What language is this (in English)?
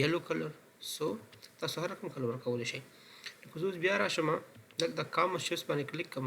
Pashto